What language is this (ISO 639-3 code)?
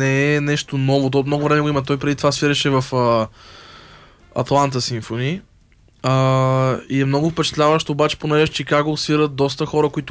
bul